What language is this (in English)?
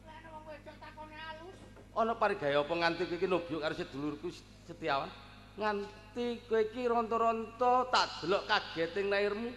Javanese